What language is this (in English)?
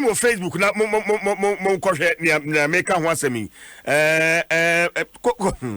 Akan